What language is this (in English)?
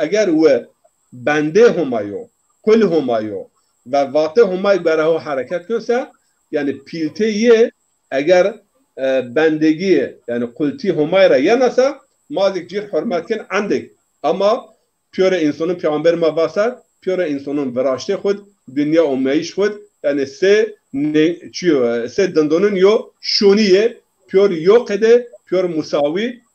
Zaza